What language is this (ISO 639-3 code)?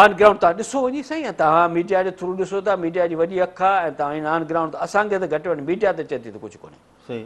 snd